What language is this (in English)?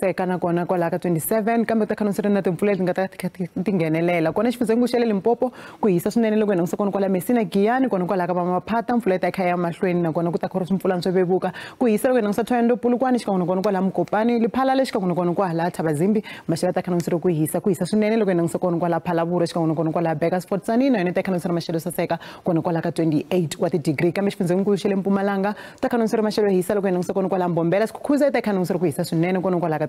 Tsonga